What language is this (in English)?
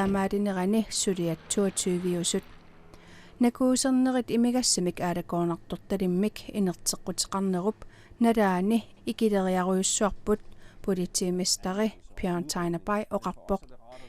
Kalaallisut